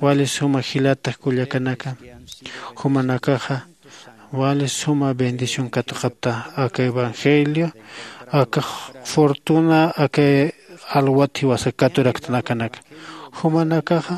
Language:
Aymara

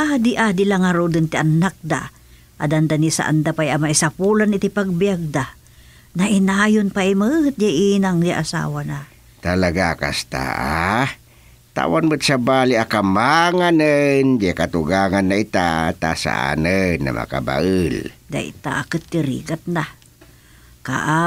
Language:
Iloko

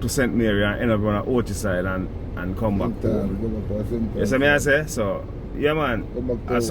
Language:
Jamaican Creole English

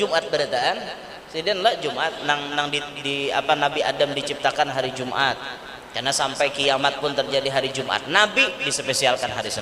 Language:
Banjar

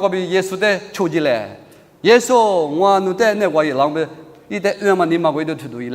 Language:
Lisu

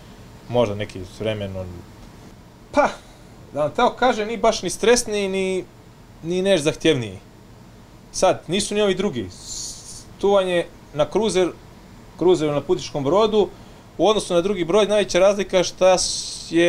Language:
Croatian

